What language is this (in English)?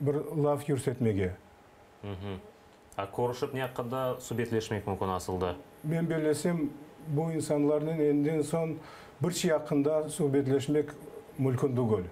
Crimean Tatar